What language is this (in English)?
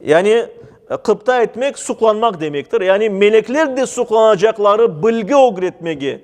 Crimean Tatar